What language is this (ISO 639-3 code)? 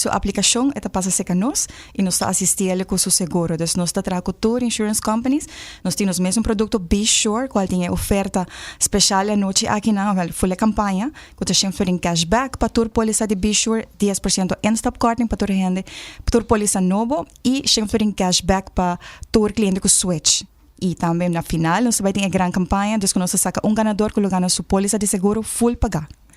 pap